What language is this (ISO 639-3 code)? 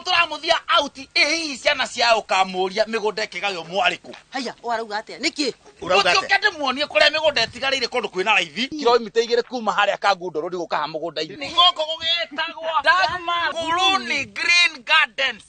kik